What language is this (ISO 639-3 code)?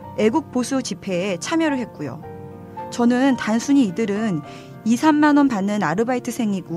kor